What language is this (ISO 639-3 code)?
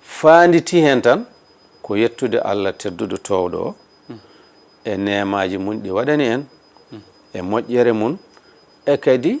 ful